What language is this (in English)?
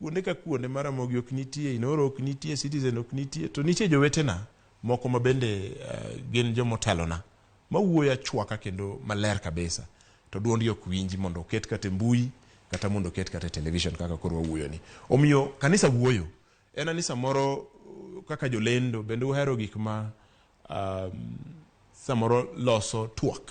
Luo (Kenya and Tanzania)